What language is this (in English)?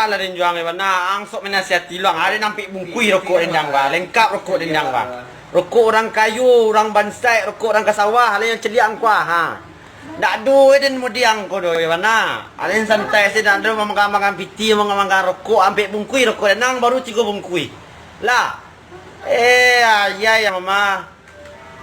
Minangkabau